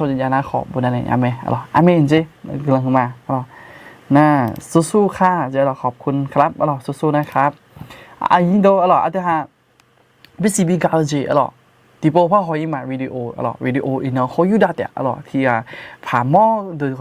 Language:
Akha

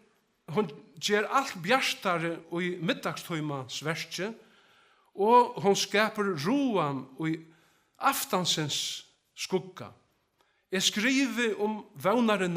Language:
Faroese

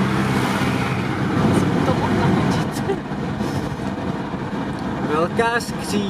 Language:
Czech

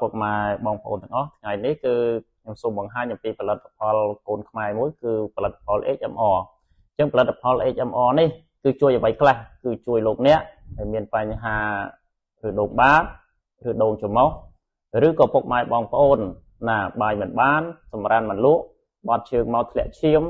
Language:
Khmer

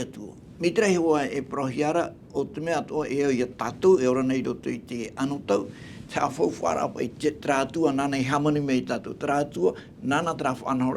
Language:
Tahitian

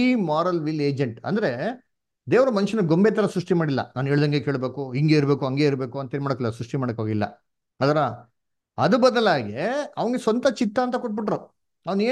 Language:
Kannada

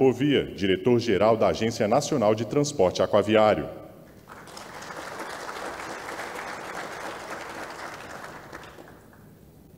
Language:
Portuguese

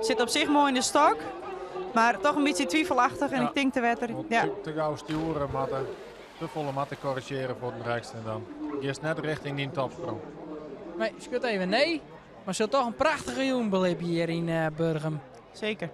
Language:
Western Frisian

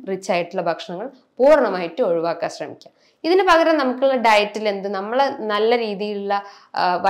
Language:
Malayalam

